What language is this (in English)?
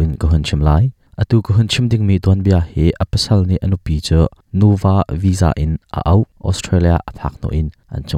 Hakha Chin